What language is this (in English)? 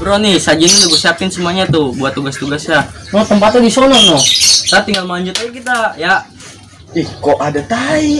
Betawi